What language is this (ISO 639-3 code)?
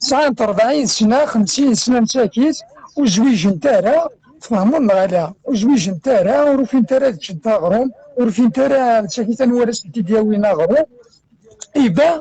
kab